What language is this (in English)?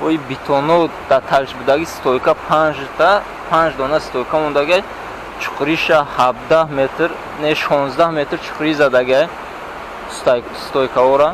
Tajik